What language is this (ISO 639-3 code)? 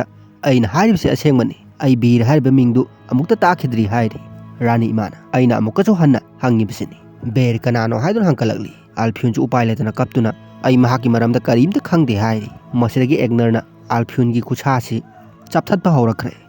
mni